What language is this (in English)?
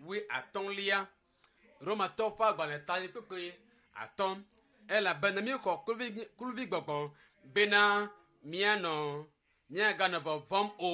Ewe